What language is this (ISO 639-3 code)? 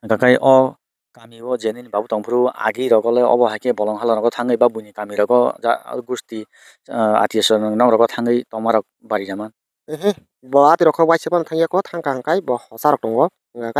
trp